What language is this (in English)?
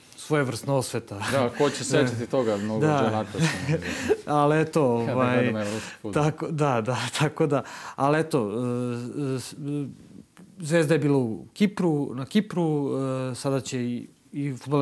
Serbian